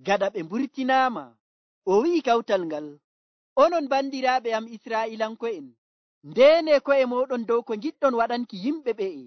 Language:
Nigerian Fulfulde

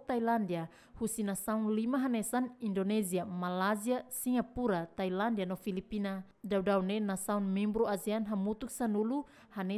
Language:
Tetum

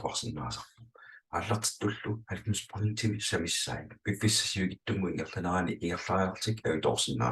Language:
Kalaallisut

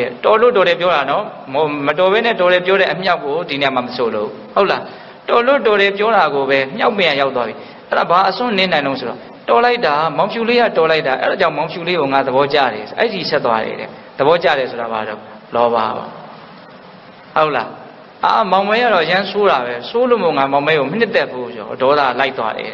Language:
Burmese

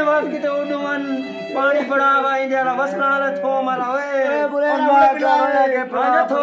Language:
Saraiki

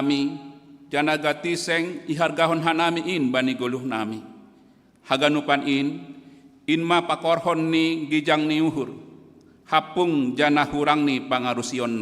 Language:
Batak Simalungun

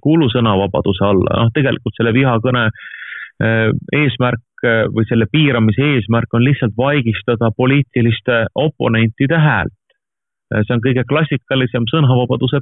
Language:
Estonian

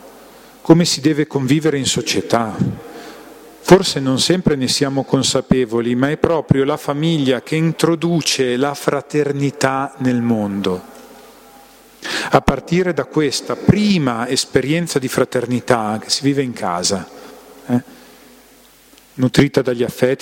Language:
Italian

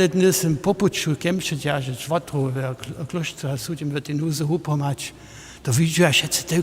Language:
Upper Sorbian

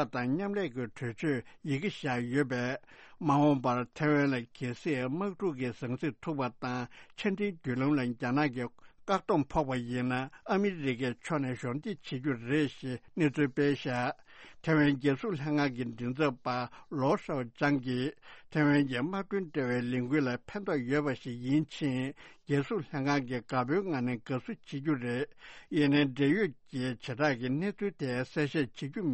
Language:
Tibetan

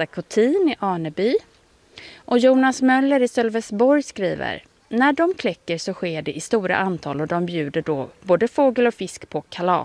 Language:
Swedish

